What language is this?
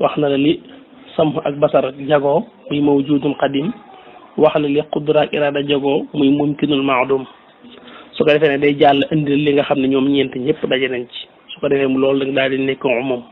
Wolof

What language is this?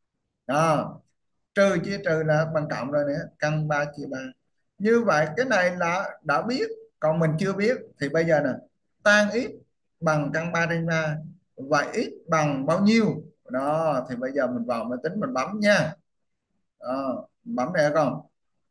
Vietnamese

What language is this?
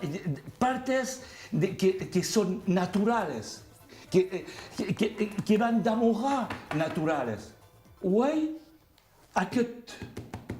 Occitan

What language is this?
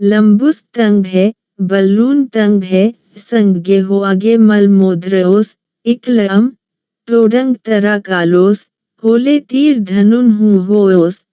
Kurukh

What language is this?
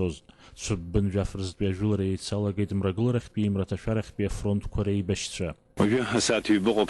Abkhazian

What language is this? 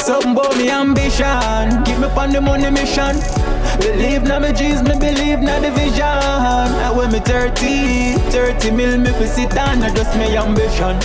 Jamaican Creole English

